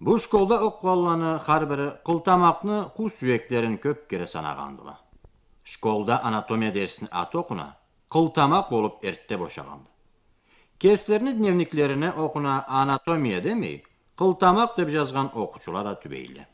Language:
Karachay-Balkar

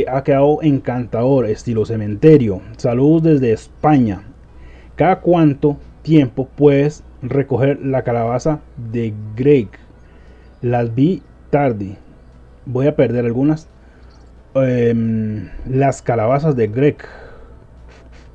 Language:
Spanish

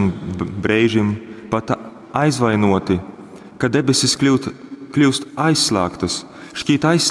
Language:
Latgalian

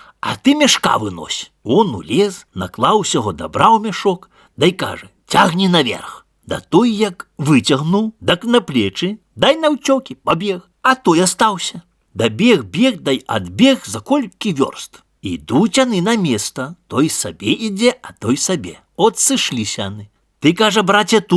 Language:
Belarusian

